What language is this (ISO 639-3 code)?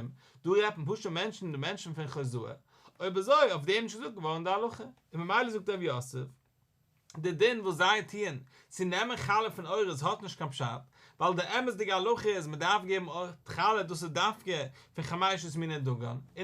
yid